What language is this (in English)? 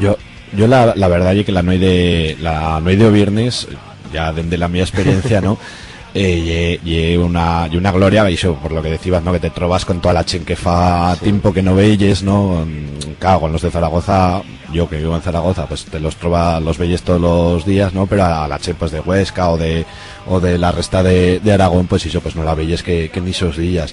Aragonese